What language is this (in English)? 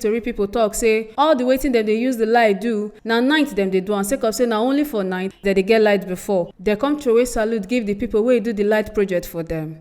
Nigerian Pidgin